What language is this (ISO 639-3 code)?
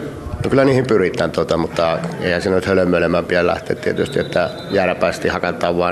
fin